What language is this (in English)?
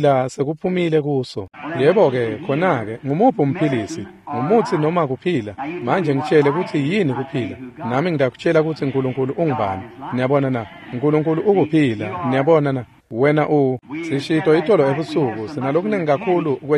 Swati